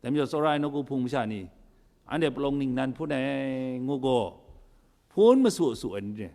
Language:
Kachin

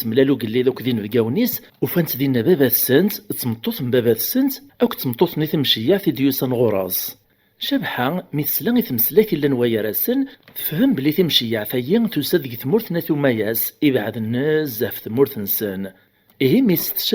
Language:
Kabyle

